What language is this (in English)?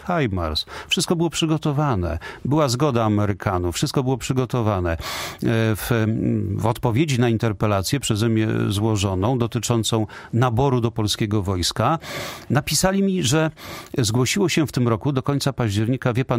Polish